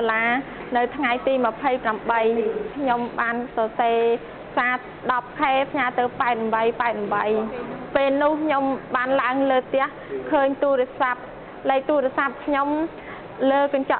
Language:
Khmer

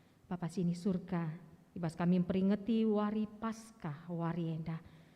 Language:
Batak Karo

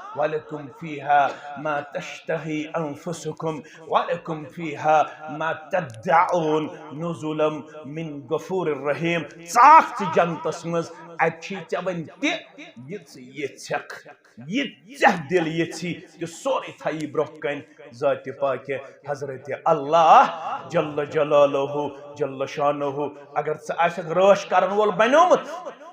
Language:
Kashmiri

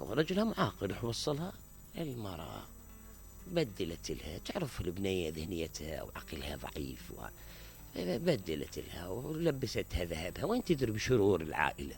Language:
Mesopotamian Arabic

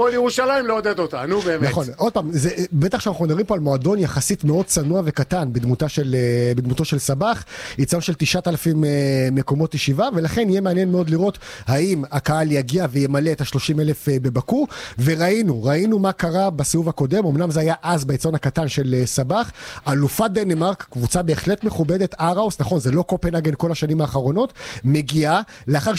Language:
Hebrew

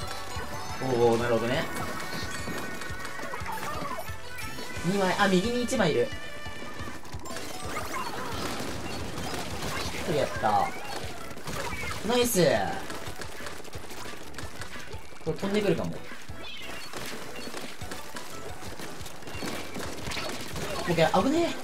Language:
Japanese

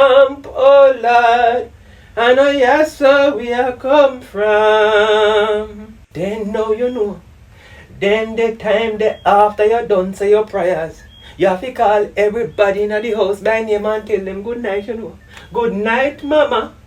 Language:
Jamaican Creole English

